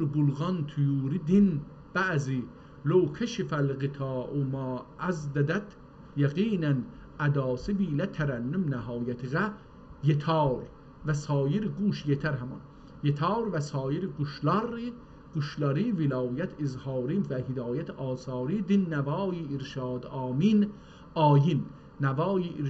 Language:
South Azerbaijani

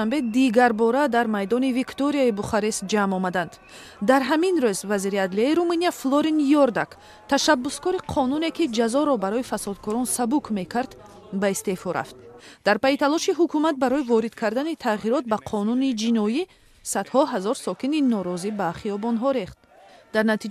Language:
Tajik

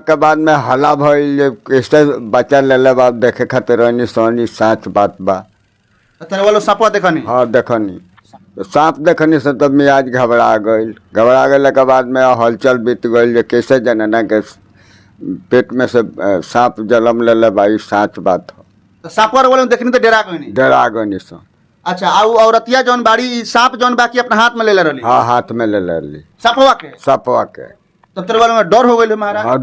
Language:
Bhojpuri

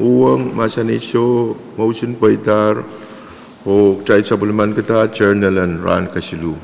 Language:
Pohnpeian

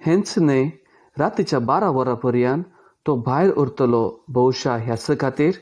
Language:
Konkani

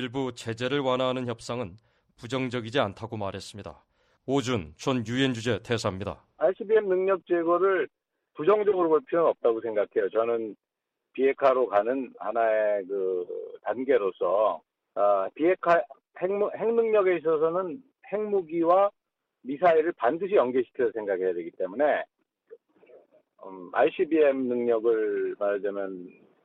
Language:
Korean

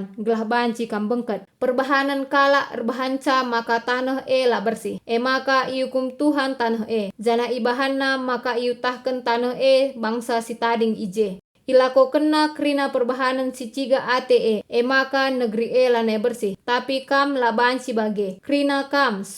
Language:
Batak Karo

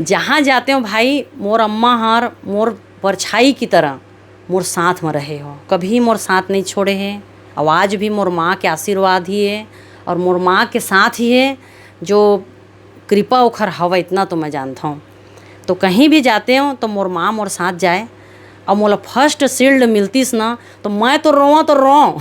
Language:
Chhattisgarhi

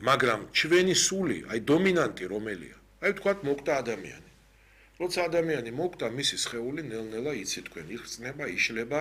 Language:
Georgian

